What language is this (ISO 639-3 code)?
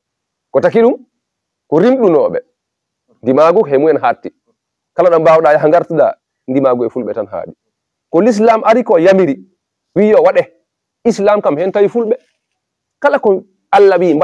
ful